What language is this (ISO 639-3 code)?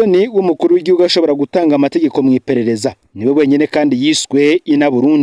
run